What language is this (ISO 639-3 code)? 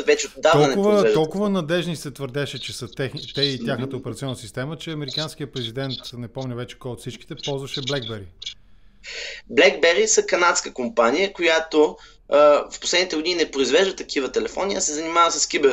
bul